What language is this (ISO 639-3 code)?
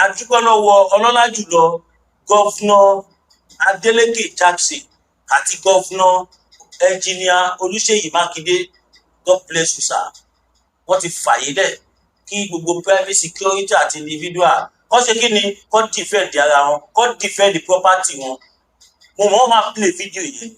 yor